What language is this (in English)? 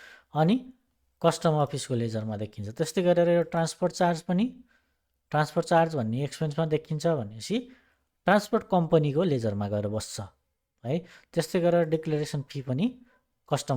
Nepali